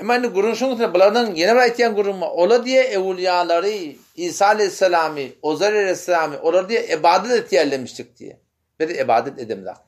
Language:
Turkmen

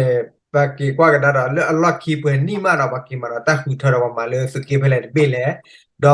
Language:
S'gaw Karen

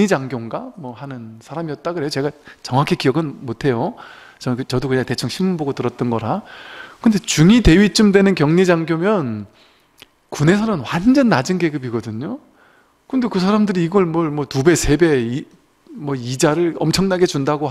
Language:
Korean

